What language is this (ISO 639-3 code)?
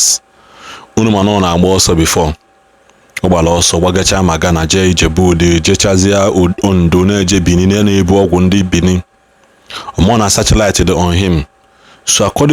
ibo